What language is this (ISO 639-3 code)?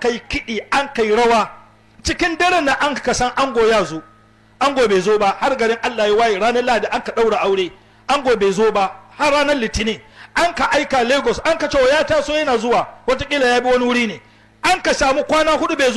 hau